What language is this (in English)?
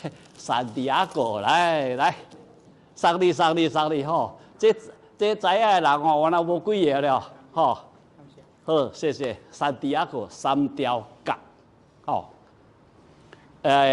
Min Nan Chinese